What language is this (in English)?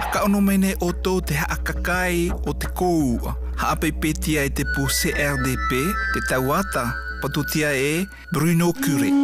South Marquesan